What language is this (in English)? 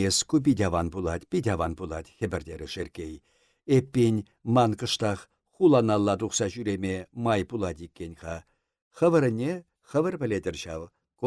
Chuvash